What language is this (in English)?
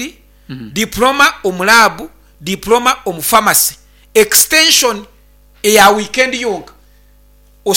Nyankole